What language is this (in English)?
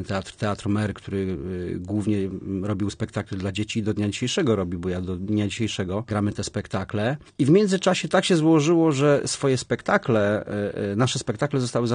Polish